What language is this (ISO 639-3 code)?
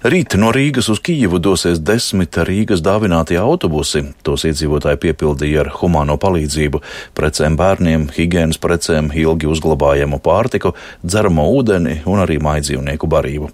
lav